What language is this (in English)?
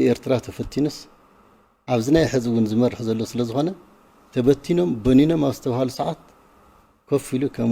Tigrinya